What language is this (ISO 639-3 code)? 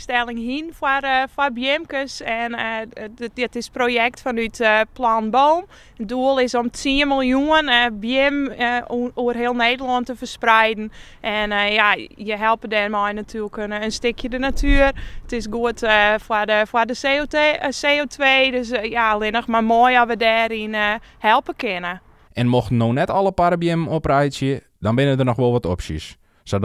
fry